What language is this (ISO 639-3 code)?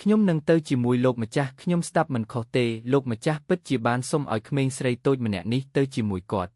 khm